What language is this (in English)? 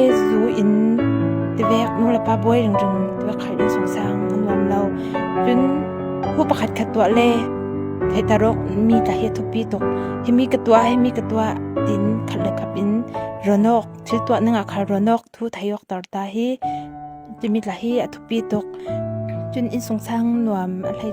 Falam Chin